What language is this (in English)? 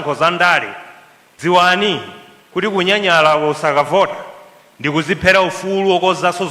Nyanja